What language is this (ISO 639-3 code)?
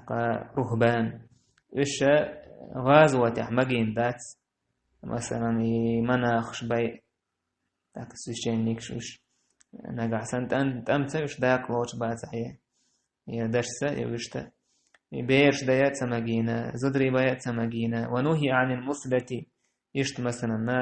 che